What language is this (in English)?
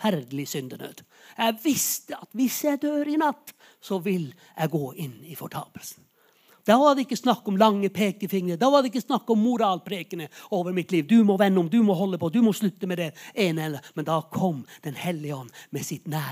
Norwegian